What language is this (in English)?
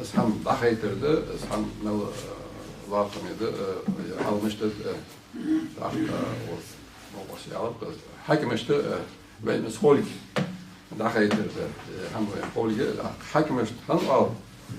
Ingush